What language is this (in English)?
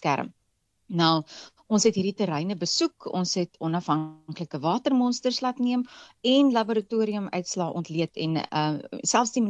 Afrikaans